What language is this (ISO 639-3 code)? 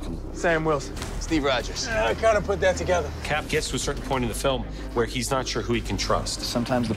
eng